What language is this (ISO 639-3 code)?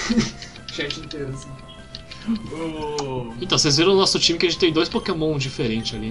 por